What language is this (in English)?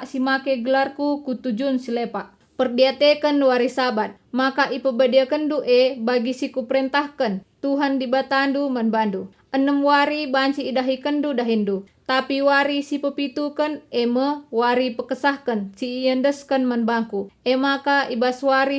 Batak Karo